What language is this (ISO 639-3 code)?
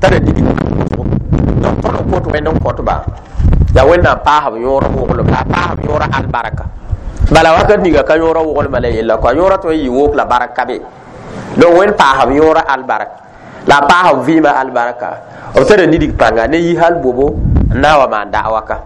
mos